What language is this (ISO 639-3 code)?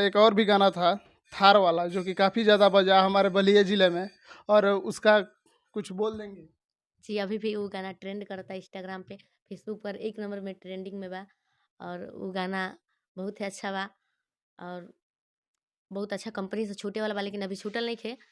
bho